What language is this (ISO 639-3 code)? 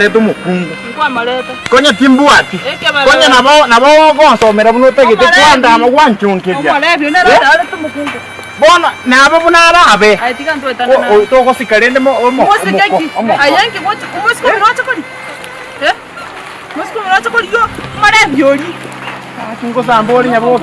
guz